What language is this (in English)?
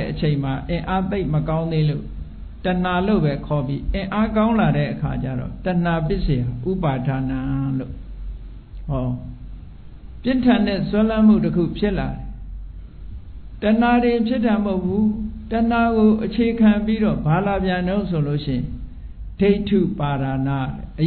Burmese